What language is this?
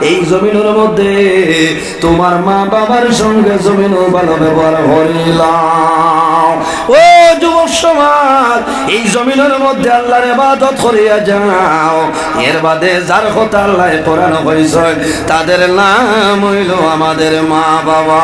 Sylheti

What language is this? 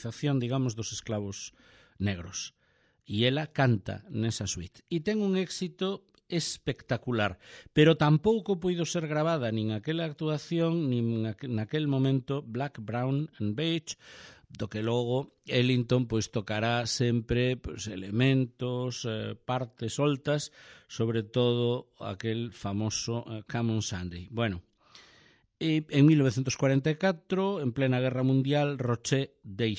Galician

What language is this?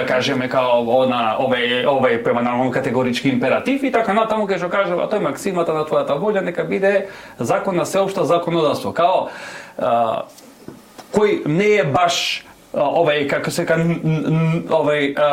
Macedonian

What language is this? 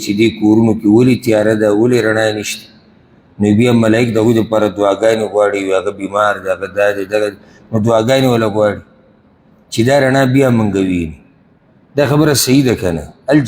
Pashto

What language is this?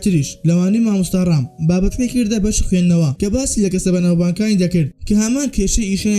Central Kurdish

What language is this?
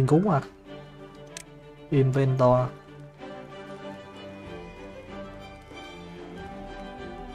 Vietnamese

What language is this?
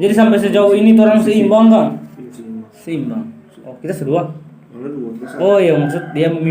Manado Malay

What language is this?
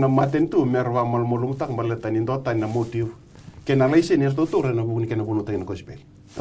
Fijian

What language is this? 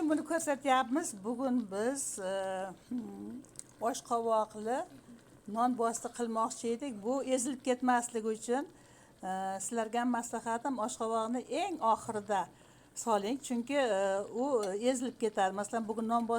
Uzbek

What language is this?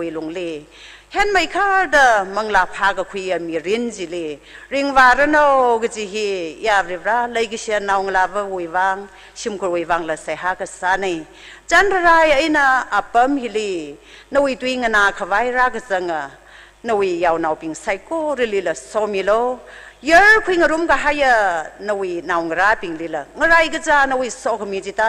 Tangkhul Naga (India)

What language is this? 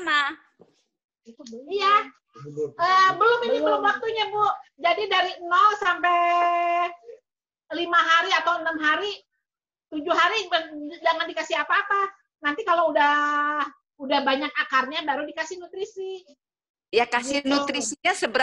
Indonesian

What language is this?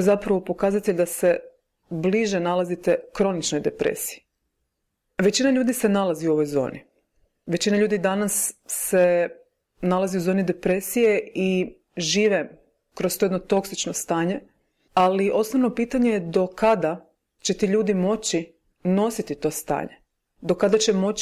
Croatian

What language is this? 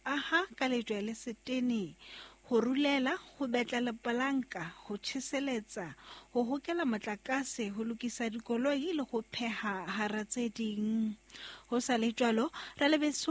Southern Sotho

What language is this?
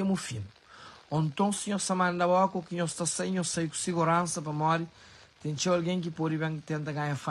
Kabuverdianu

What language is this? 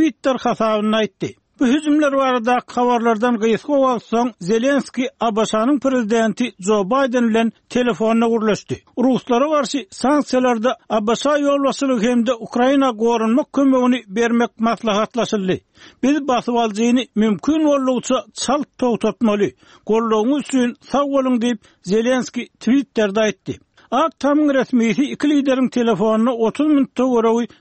Turkmen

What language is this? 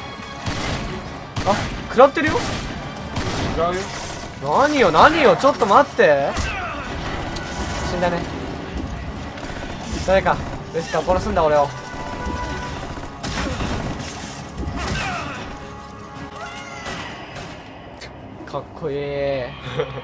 Japanese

